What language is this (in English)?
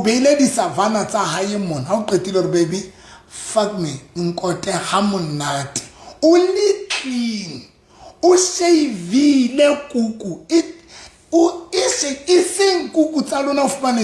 Southern Sotho